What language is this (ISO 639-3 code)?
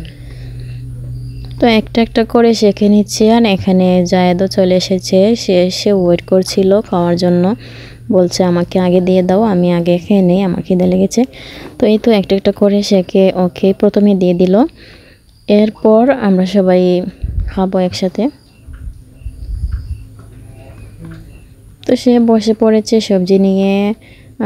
ben